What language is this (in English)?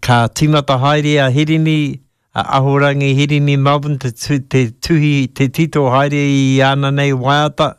Māori